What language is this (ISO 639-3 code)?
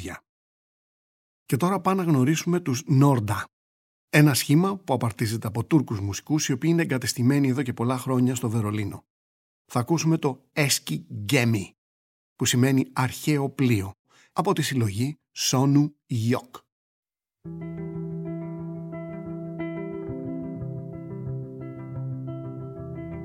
ell